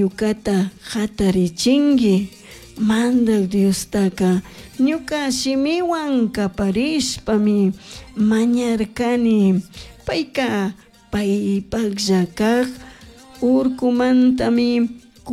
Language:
Chimborazo Highland Quichua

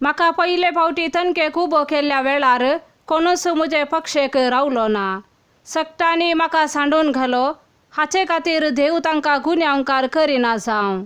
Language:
Konkani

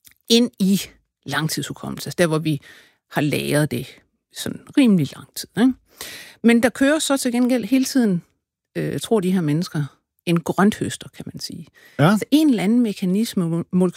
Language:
Danish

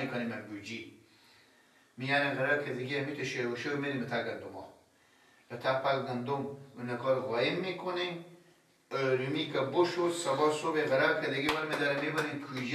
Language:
Persian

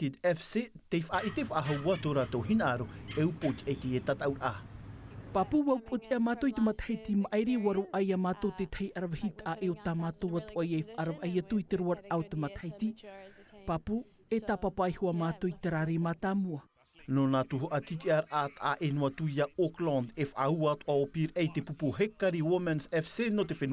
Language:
Tahitian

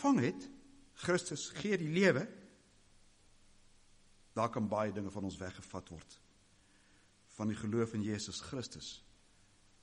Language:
Afrikaans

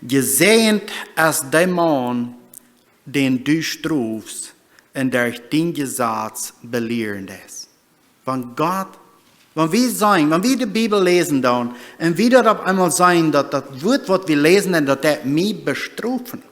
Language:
Plautdietsch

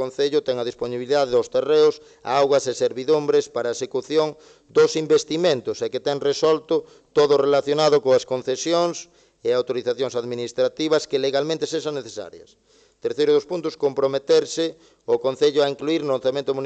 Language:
Galician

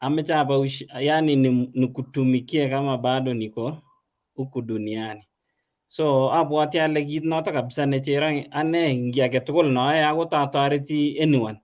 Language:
Kalenjin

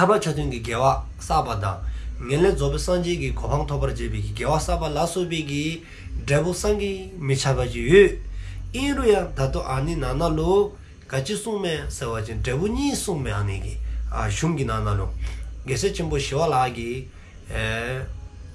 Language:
Dzongkha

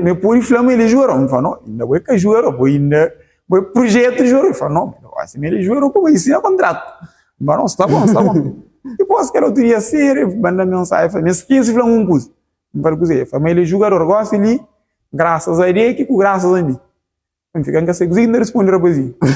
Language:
Kabuverdianu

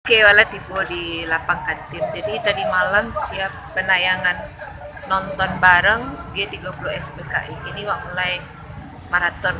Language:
Minangkabau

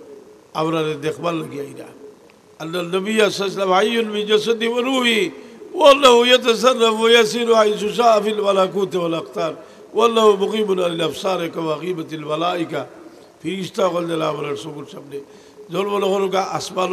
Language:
Sylheti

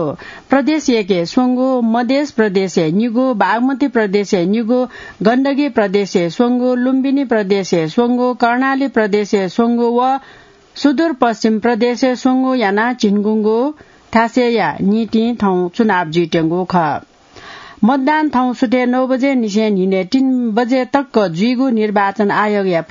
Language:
Newari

